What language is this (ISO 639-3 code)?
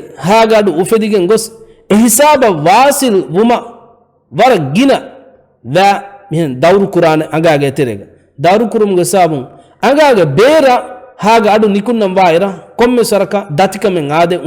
div